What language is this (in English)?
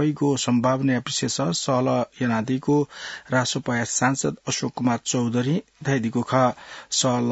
Newari